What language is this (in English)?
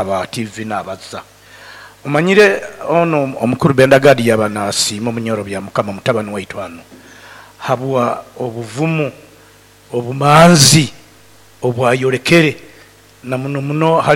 Nyoro